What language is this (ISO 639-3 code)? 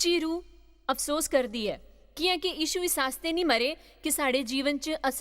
doi